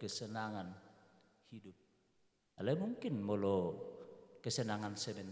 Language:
Batak Toba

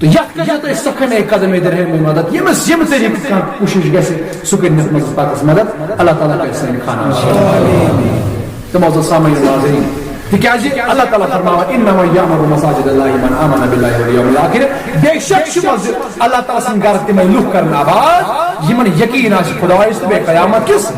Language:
Kashmiri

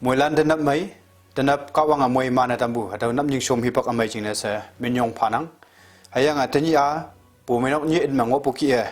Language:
Konyak Naga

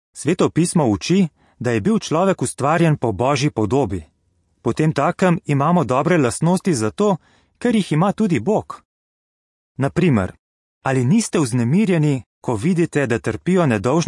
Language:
Slovenian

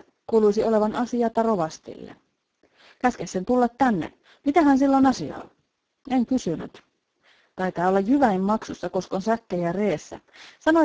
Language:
Finnish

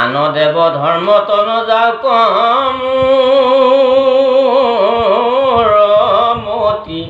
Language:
Assamese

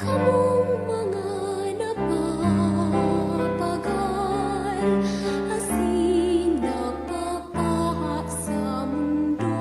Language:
Bikol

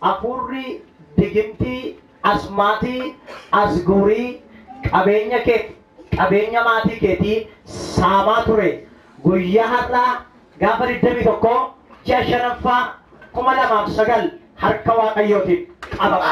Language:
Oromo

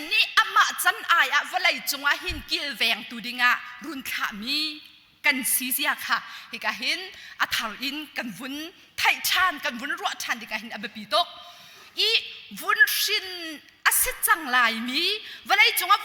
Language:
Hakha Chin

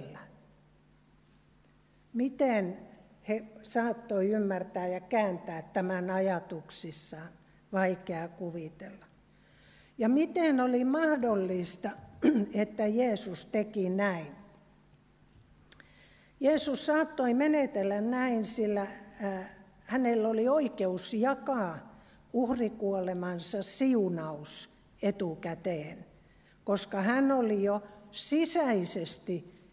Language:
Finnish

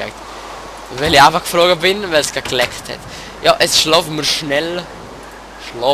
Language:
Swiss German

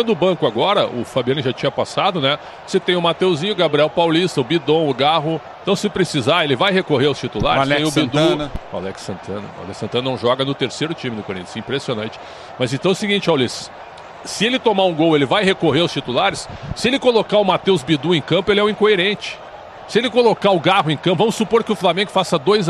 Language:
Portuguese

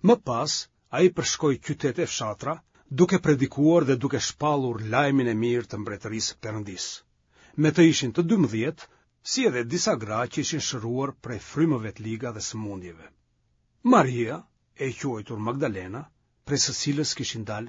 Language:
Albanian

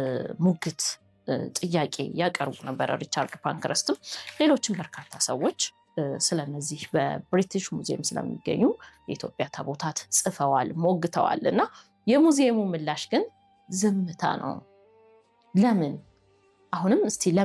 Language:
Amharic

